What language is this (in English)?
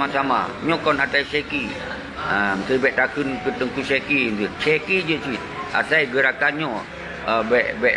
Achinese